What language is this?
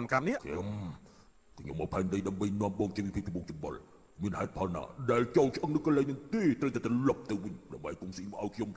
Khmer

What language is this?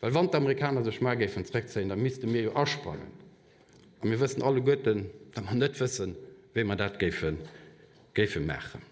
Luxembourgish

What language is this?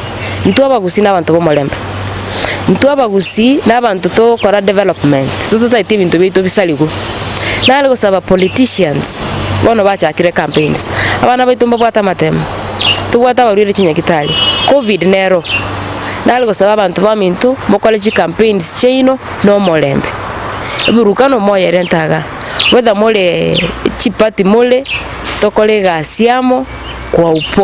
Gusii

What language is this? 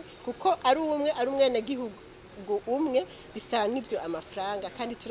Rundi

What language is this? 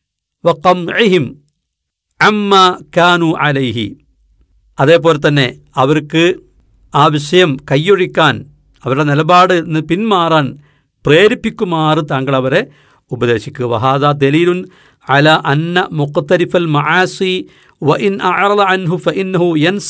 Malayalam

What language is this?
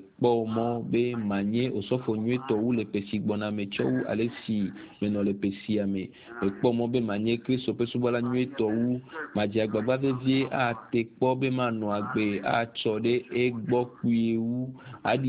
Ewe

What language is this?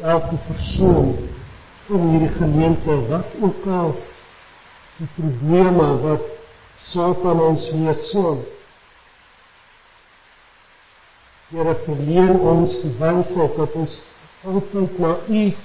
Afrikaans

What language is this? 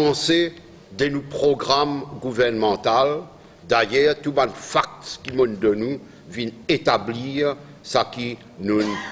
Morisyen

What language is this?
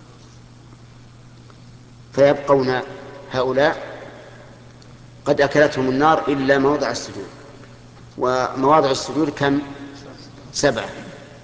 Arabic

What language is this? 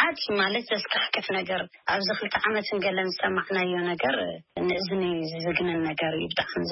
Tigrinya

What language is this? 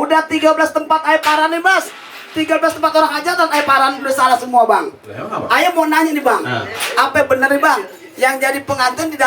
Betawi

